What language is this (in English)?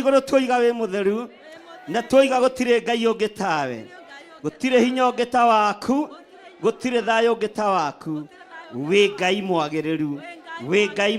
Kikuyu